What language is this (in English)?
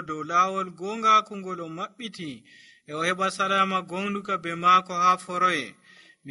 Nigerian Fulfulde